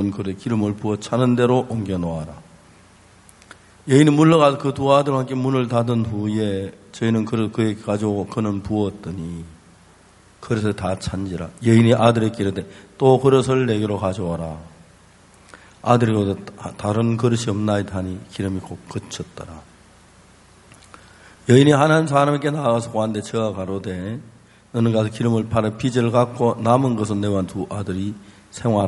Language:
Korean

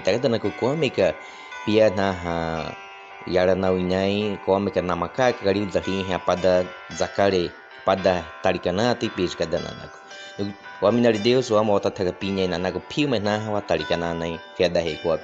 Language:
Baniwa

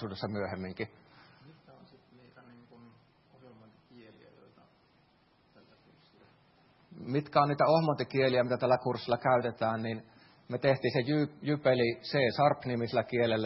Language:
Finnish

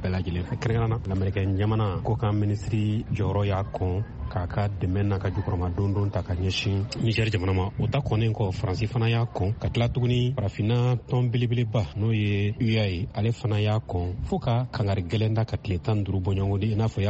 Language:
Bambara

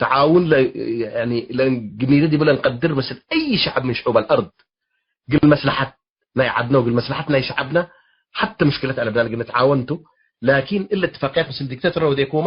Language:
Tigre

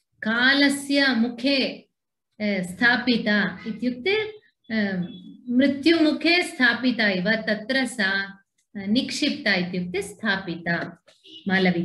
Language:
Sanskrit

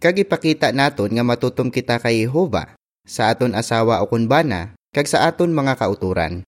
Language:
Hiligaynon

